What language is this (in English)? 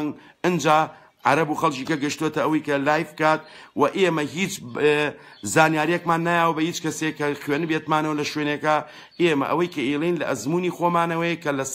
Central Kurdish